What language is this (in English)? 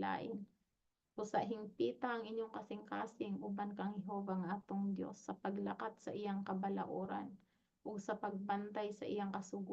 Cebuano